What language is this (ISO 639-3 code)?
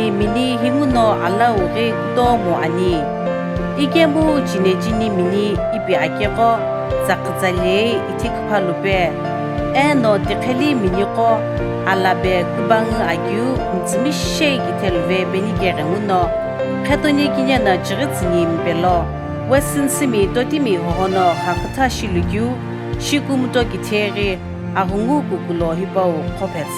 nsm